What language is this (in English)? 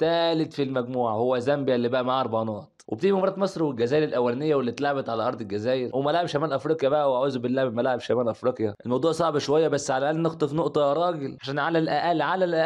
Egyptian Arabic